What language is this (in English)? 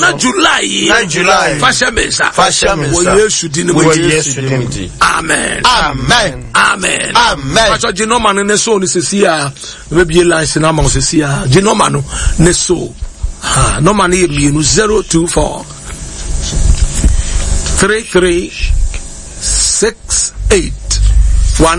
Akan